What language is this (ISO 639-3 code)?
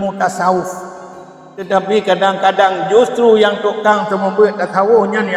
ace